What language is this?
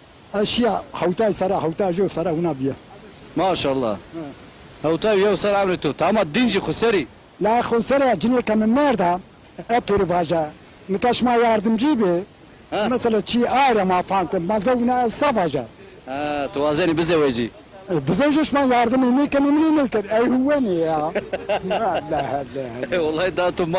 Zaza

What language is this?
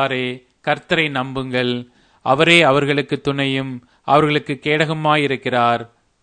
Tamil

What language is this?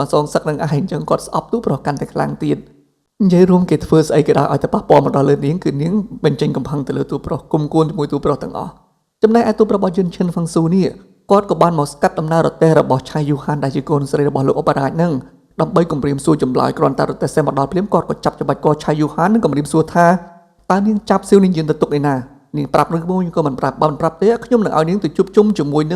Khmer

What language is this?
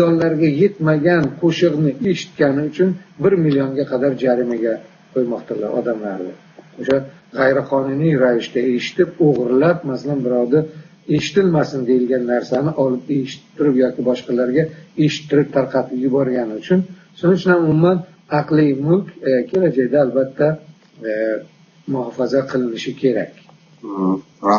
Uzbek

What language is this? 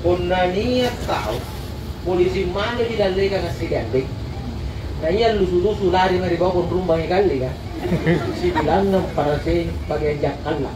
Makasar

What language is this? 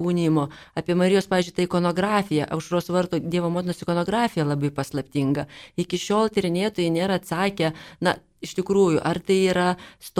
Lithuanian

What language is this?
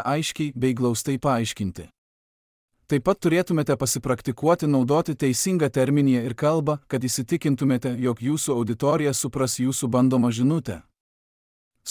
Lithuanian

